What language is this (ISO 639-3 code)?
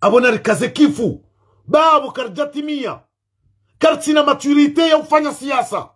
zdj